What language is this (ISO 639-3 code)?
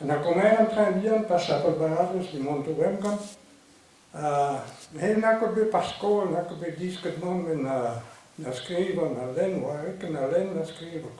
bre